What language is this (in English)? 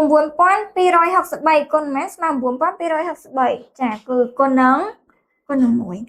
Khmer